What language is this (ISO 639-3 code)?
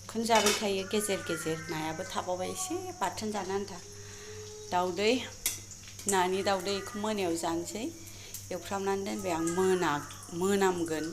brx